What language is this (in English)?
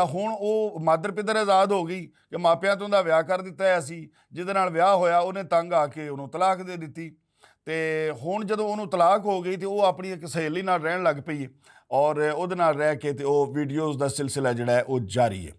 Western Panjabi